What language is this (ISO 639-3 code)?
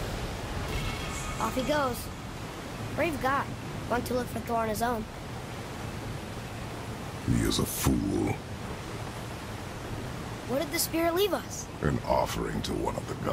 eng